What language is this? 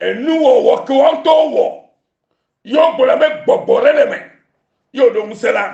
Ewe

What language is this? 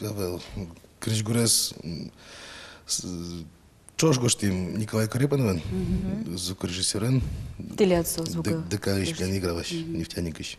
Udmurt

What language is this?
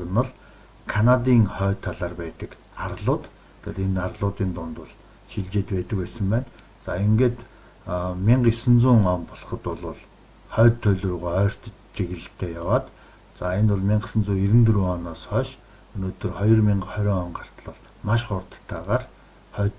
Mongolian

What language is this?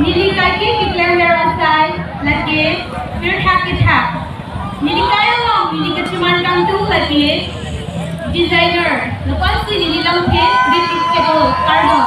Karbi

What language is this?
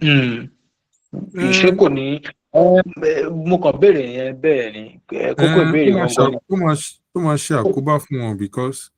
Yoruba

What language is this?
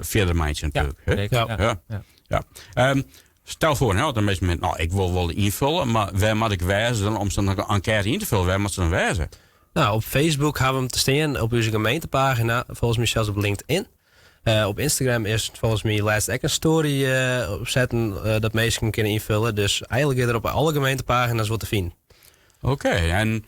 Western Frisian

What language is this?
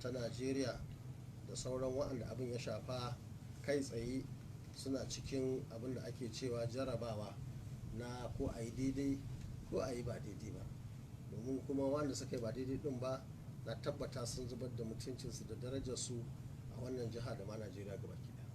Hausa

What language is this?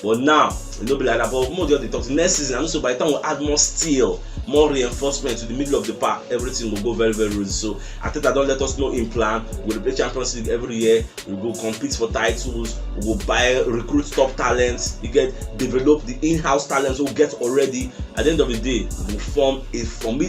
Nigerian Pidgin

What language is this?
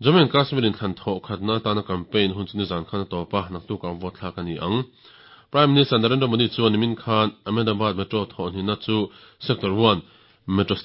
Mizo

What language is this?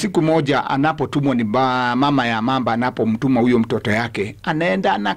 Swahili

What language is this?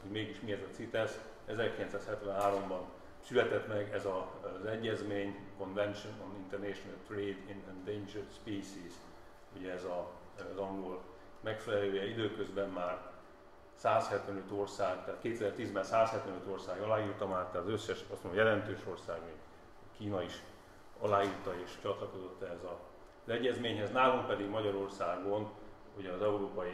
Hungarian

